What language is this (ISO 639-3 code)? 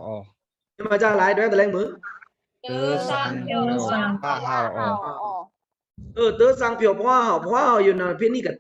blk